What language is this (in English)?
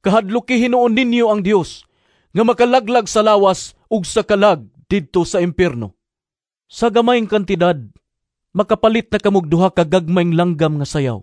Cebuano